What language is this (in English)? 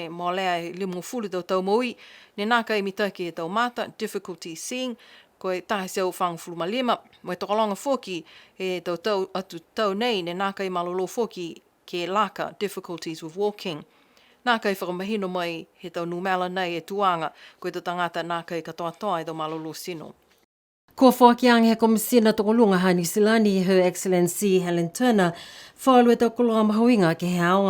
Niuean